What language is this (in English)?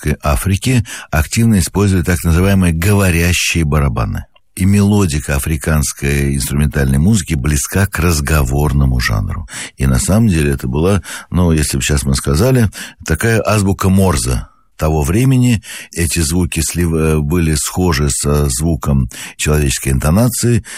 Russian